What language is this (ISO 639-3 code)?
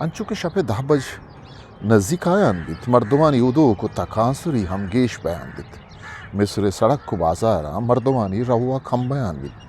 bgp